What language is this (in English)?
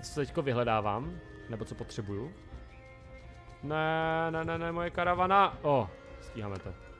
Czech